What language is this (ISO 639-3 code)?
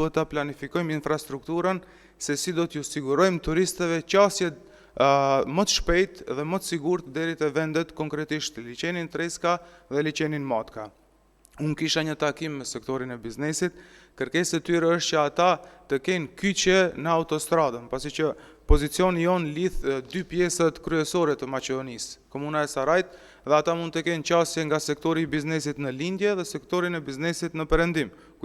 sqi